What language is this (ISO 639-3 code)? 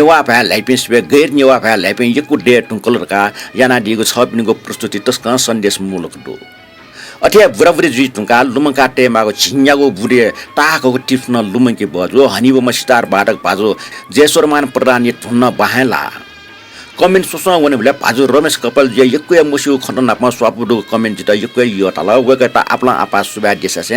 new